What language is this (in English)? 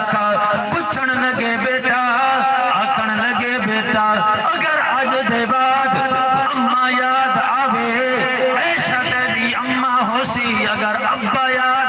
Saraiki